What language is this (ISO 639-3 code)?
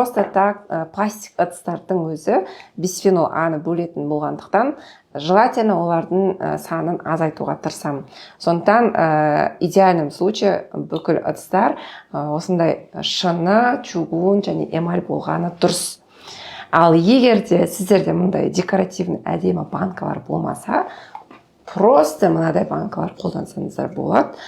kaz